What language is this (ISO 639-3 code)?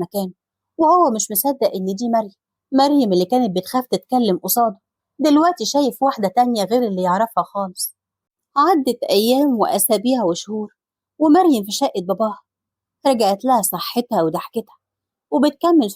arz